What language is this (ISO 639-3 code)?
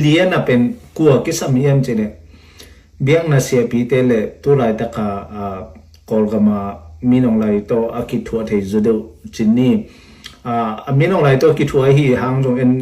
ctd